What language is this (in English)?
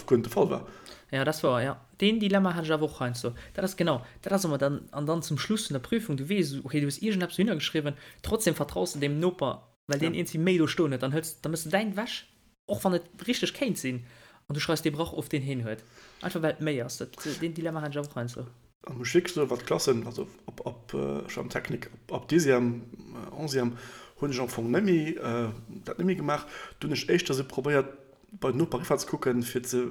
Luxembourgish